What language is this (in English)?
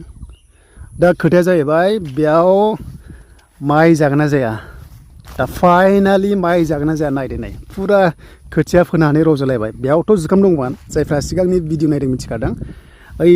Bodo